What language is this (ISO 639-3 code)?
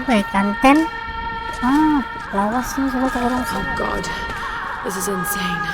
bjn